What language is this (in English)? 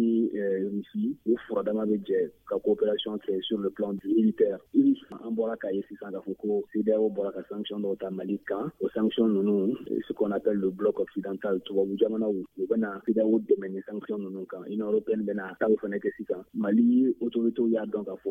Bambara